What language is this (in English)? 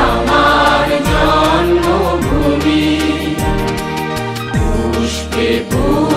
Bangla